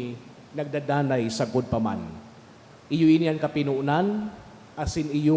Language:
Bikol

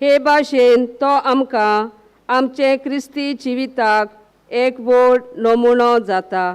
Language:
Konkani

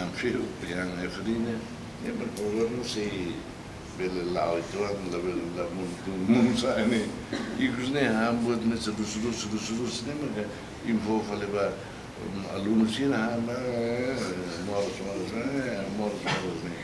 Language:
Tetum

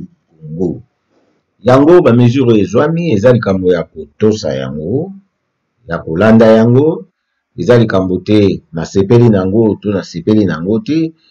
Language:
Lingala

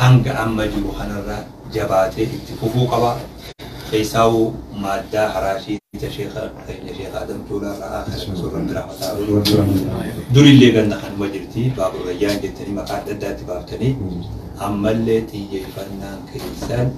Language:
Oromo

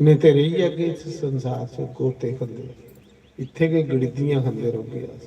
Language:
Dogri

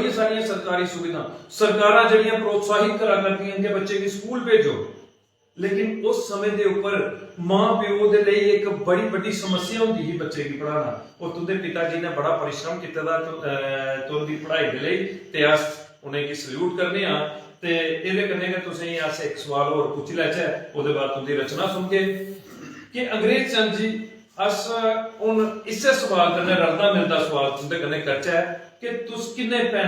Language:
Dogri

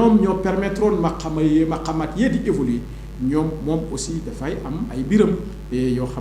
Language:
Wolof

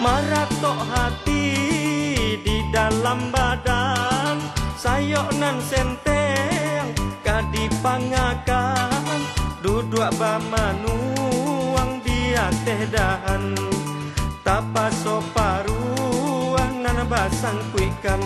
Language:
Minangkabau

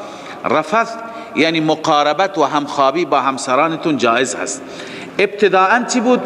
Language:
Persian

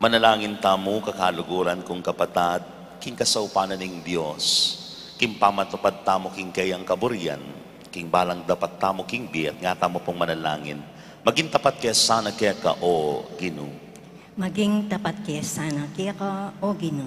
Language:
Pampanga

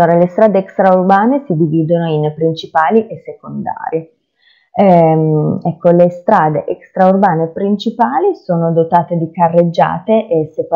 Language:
Italian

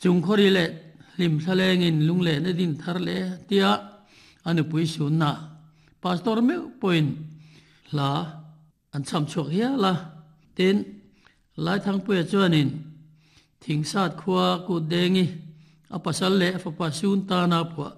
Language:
Mizo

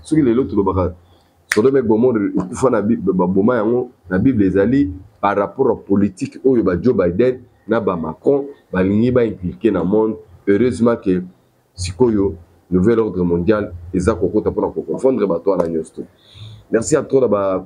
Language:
Lingala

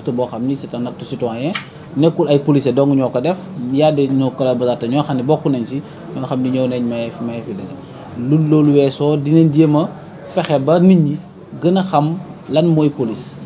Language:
Wolof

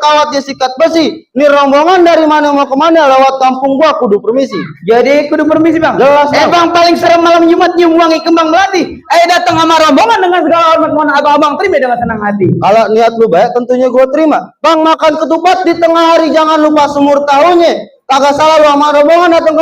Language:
Betawi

